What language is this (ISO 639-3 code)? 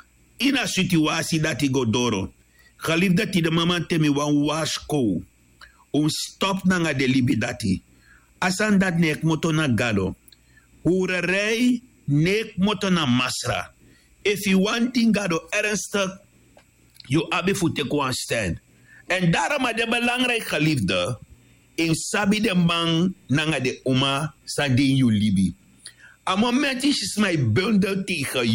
srn